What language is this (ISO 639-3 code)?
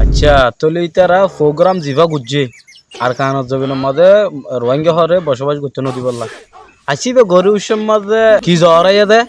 rhg